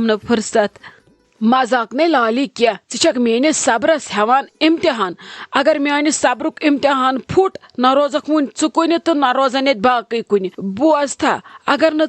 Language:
Kashmiri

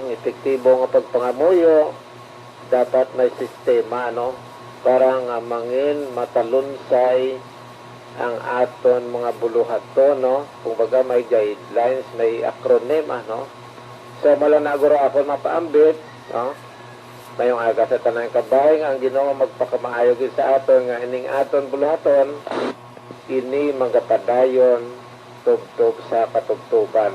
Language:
Hiligaynon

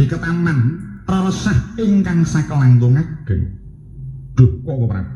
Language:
Javanese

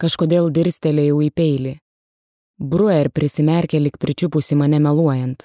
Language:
Lithuanian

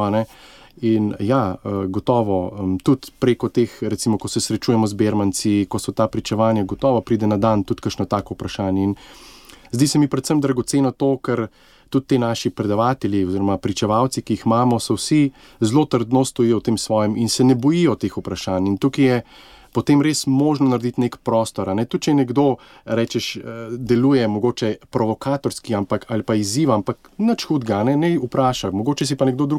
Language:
Slovenian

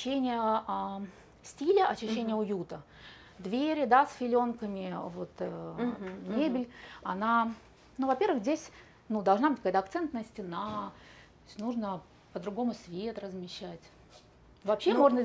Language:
Russian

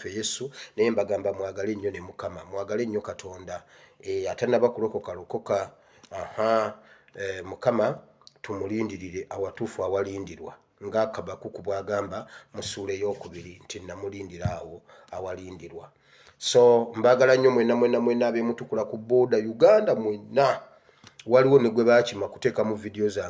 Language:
Ganda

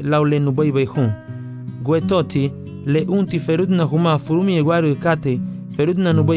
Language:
Garifuna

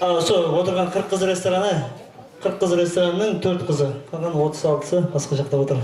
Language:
Kara-Kalpak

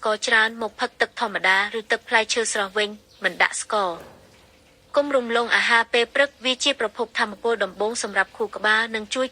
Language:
Khmer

